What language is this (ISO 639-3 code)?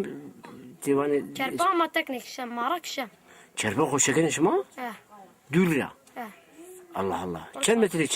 zza